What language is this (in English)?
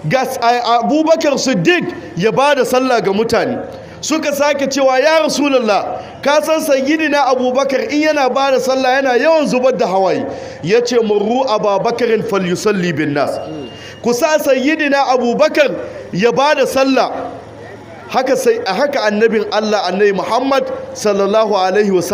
Hausa